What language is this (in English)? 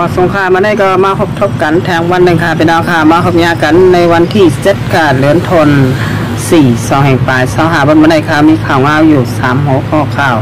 Shan